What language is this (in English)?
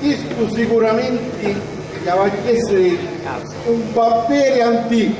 Sicilian